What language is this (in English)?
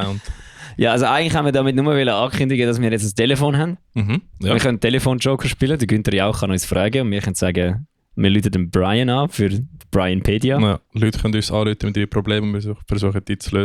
Swiss German